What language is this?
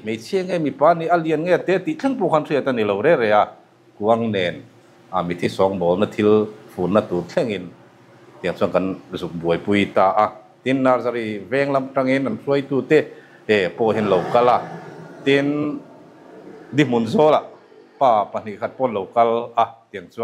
Mizo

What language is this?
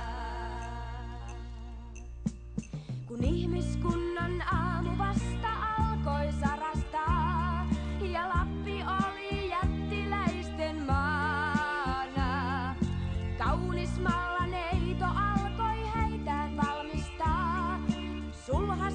Finnish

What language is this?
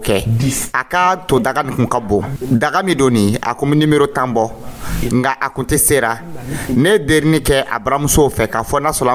Dyula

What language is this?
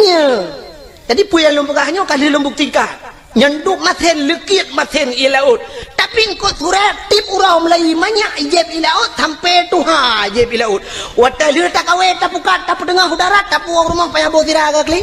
Achinese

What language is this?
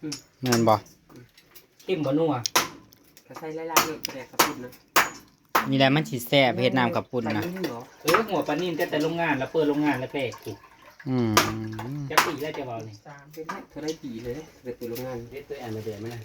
Northeastern Thai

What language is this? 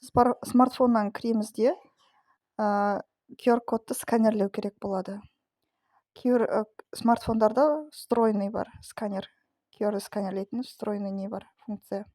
Kazakh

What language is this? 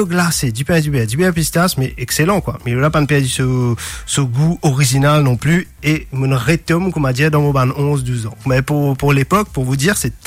Morisyen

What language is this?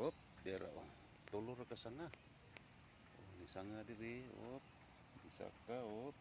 Cebuano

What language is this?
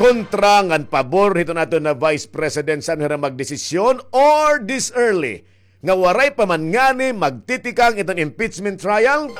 Waray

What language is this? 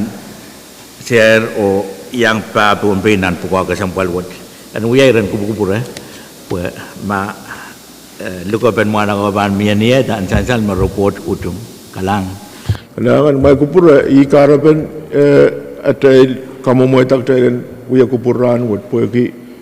Pohnpeian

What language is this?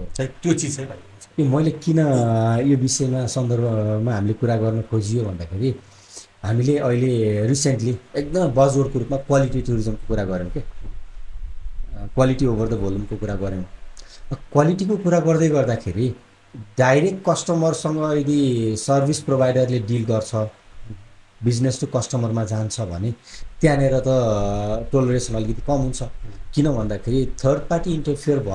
Nepali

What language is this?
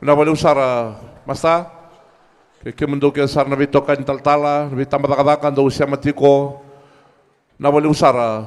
Fijian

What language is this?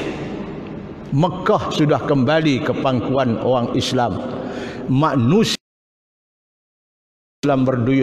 Malay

